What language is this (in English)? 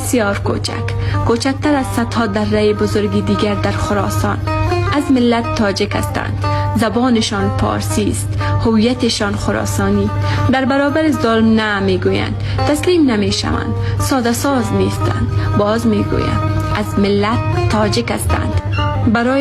Tajik